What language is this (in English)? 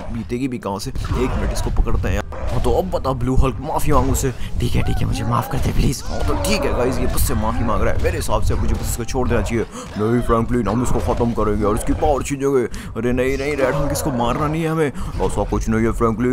Hindi